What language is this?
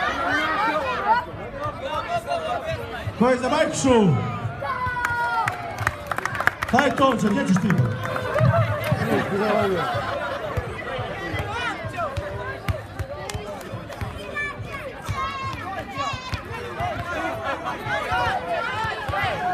Croatian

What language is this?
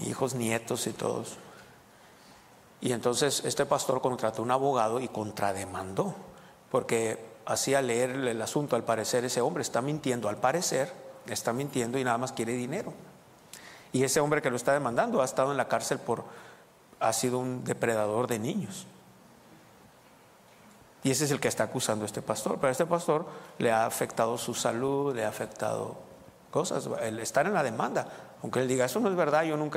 Spanish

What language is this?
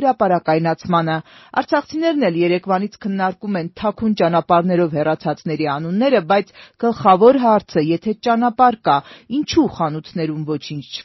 Armenian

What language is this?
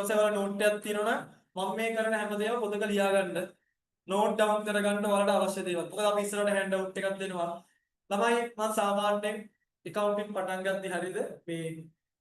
Sinhala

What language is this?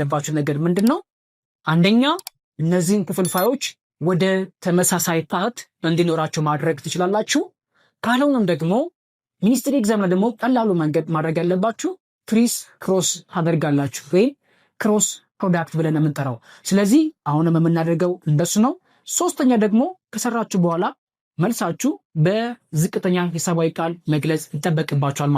Amharic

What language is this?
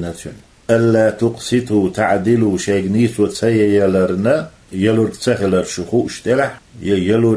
Chechen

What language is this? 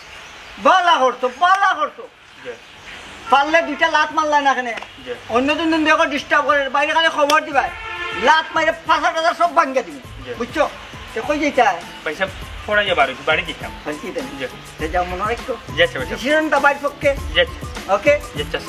Sylheti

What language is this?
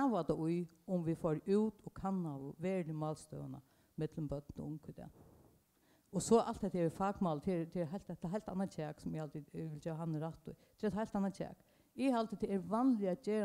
Faroese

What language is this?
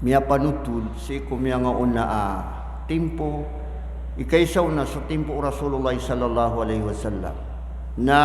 Maranao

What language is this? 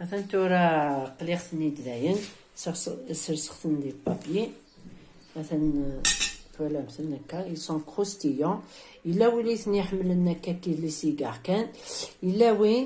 Kabyle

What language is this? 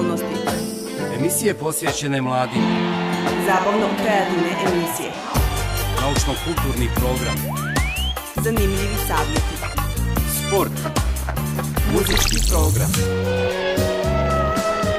Bosnian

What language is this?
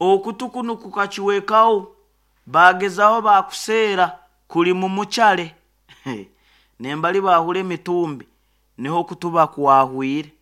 Nyoro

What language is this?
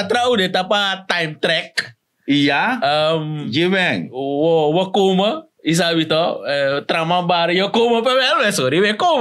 Sranan Tongo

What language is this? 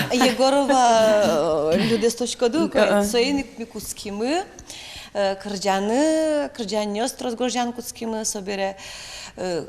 Udmurt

